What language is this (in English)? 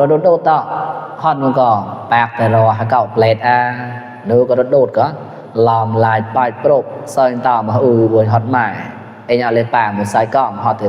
Mon